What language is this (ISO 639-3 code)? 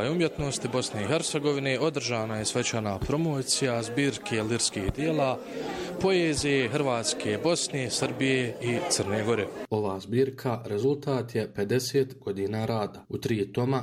bos